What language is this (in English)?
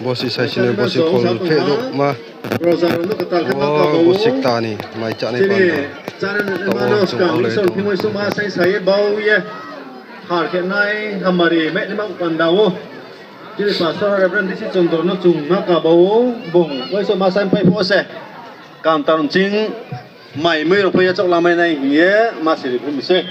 Riang (India)